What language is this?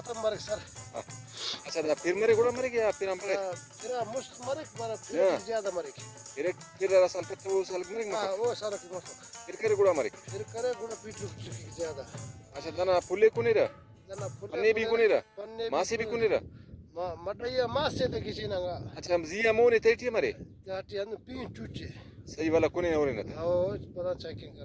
Brahui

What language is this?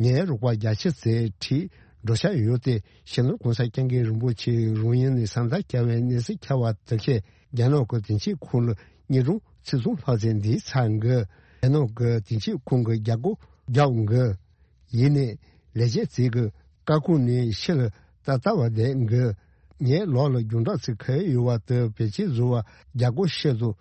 Tibetan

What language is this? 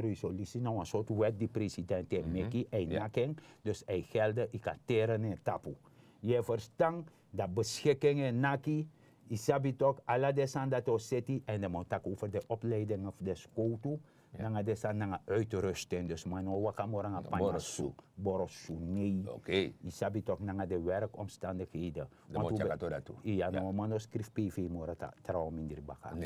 Sranan Tongo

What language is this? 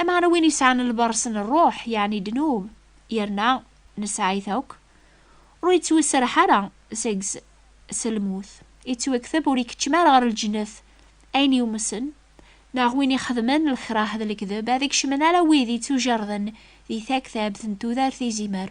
Kabyle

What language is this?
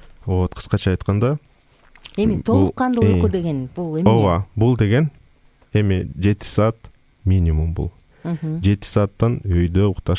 Kyrgyz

